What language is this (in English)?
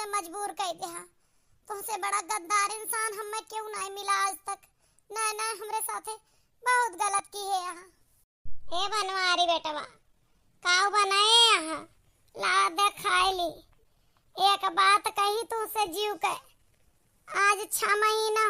Awadhi